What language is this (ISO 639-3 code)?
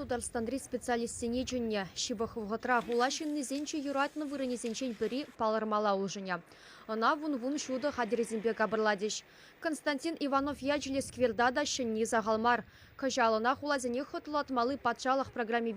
chv